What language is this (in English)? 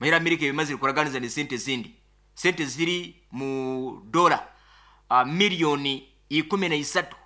Nyoro